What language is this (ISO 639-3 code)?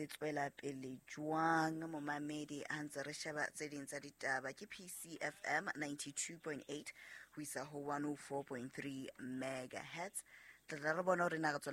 sot